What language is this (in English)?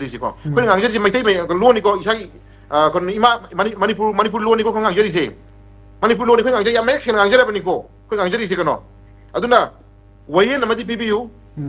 Manipuri